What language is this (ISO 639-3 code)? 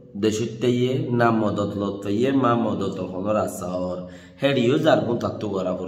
rhg